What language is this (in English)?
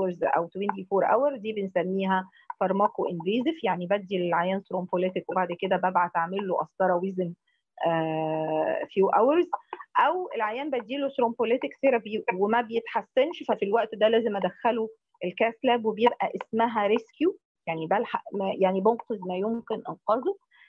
Egyptian Arabic